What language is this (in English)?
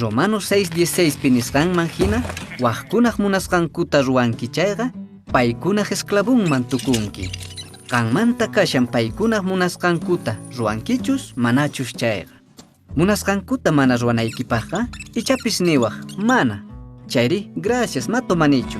Quechua